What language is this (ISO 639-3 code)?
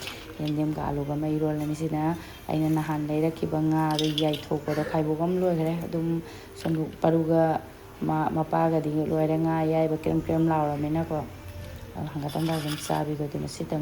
mni